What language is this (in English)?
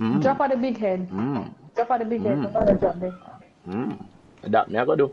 Jamaican Creole English